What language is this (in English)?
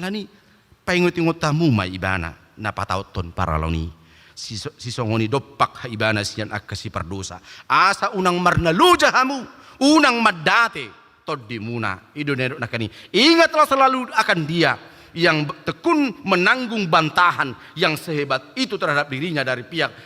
Batak Toba